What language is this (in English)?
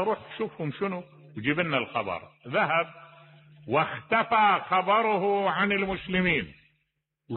Mesopotamian Arabic